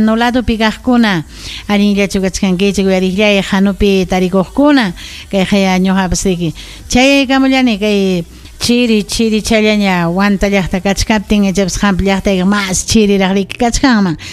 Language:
Ayacucho Quechua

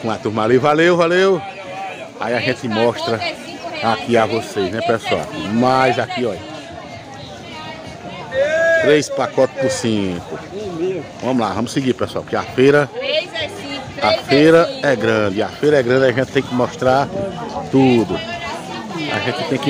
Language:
Portuguese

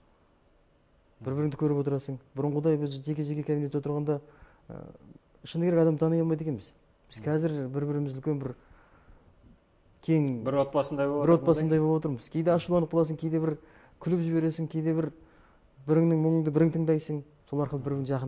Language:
Kazakh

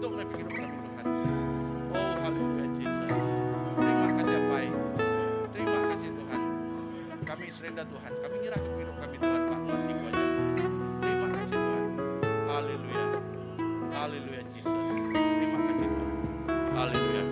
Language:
Iban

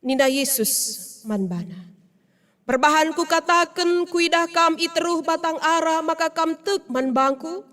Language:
Batak Karo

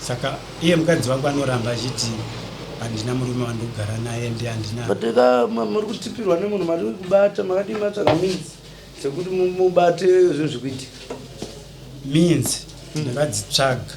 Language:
Shona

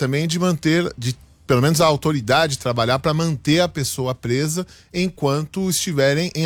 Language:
Portuguese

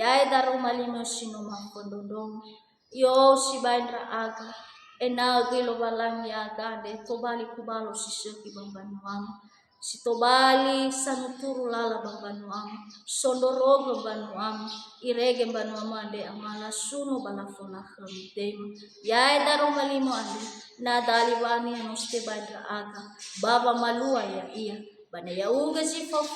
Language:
Nias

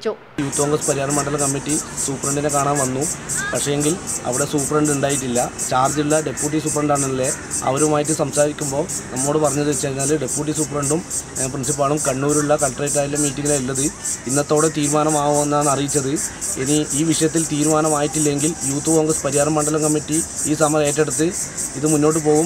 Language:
Malayalam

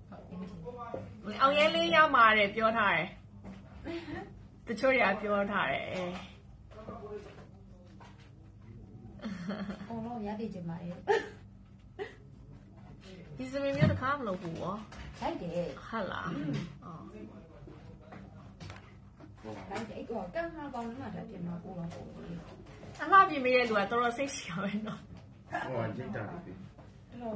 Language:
Burmese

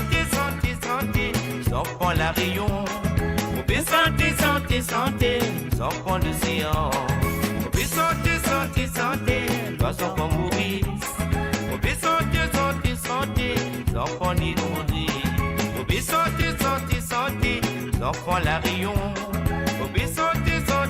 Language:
Morisyen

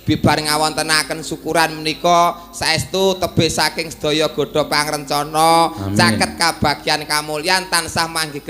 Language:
Javanese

